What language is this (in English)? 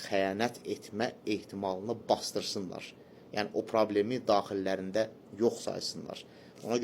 Azerbaijani